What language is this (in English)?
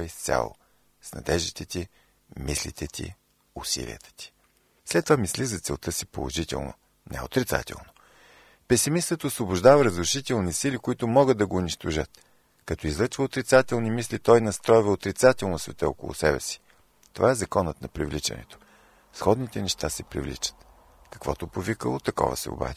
Bulgarian